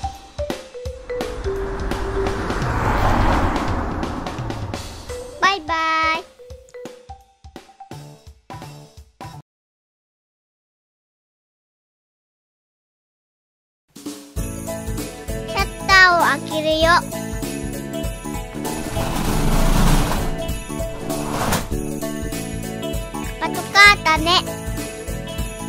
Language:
Japanese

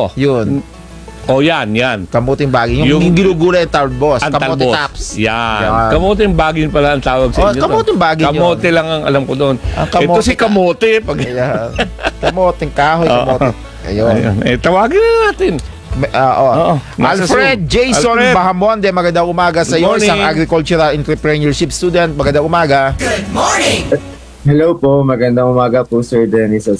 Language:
Filipino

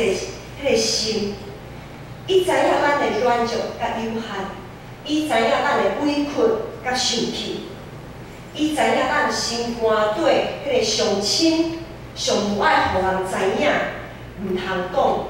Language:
Min Nan Chinese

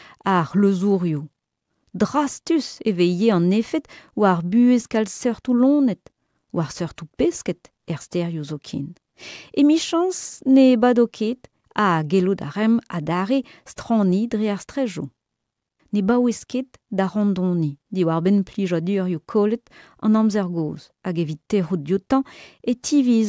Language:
Breton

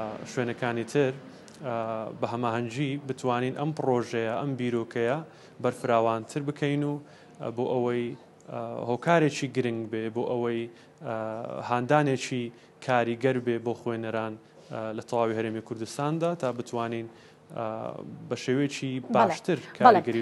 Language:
Central Kurdish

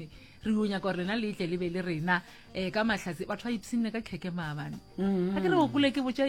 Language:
Northern Sotho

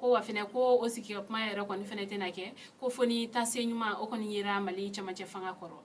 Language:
Bambara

